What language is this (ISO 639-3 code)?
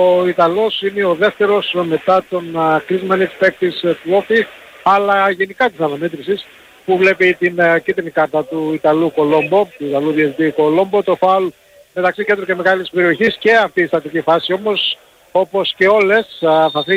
ell